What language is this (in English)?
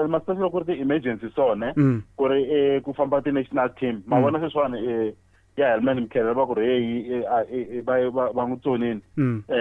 Tsonga